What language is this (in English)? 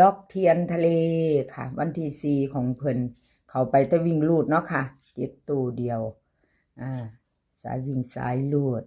Northeastern Thai